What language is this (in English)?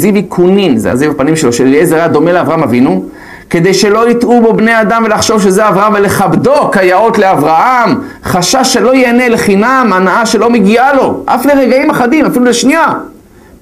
Hebrew